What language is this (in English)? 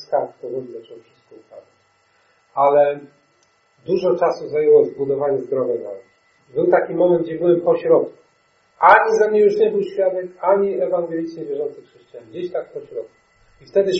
Polish